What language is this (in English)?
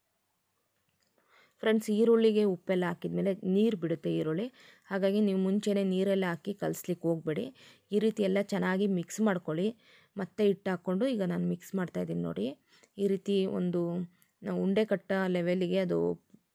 Kannada